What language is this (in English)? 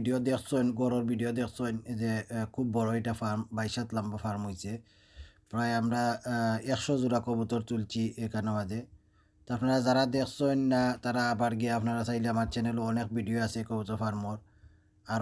Sylheti